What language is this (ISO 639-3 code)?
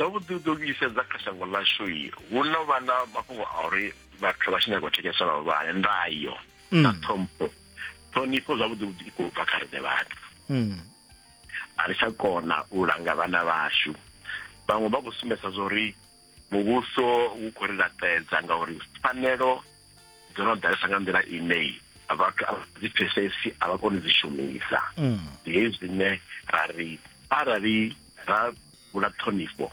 ven